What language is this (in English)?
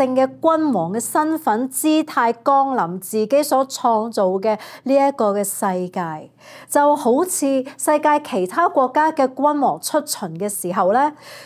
Cantonese